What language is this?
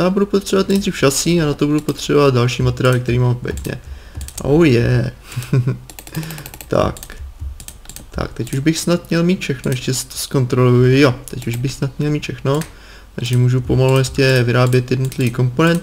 Czech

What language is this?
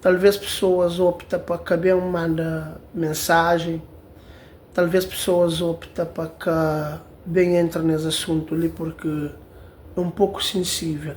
Kabuverdianu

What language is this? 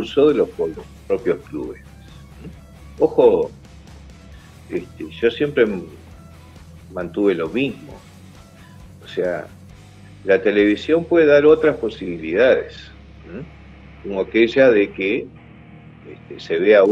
Spanish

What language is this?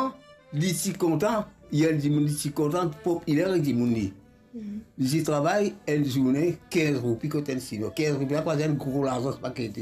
Morisyen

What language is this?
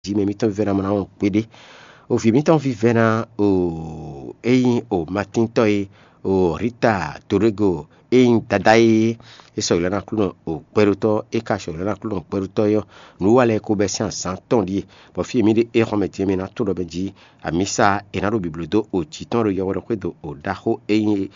Fon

